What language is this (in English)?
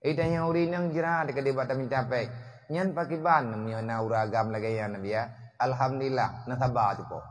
Achinese